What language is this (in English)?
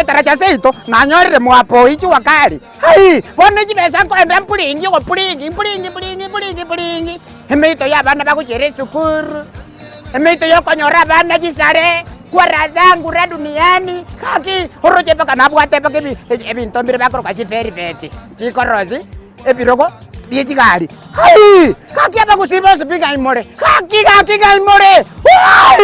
Gusii